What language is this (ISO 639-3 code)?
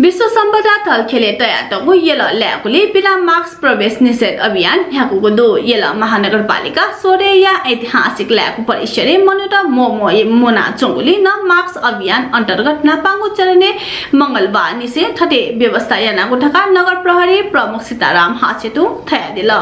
new